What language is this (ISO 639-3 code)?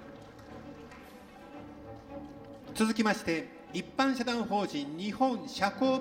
jpn